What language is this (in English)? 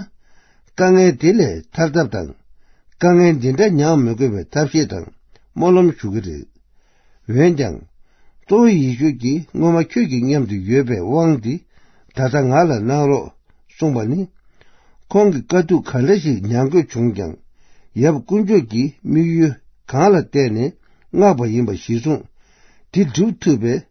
Tibetan